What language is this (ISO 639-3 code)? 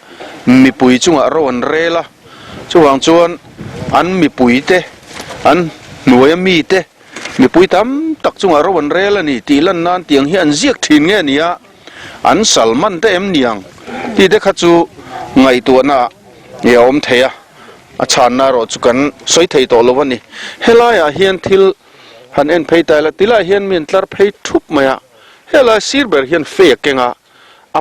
lus